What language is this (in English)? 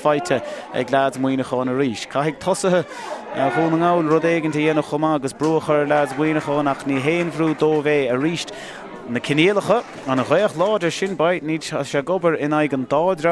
Irish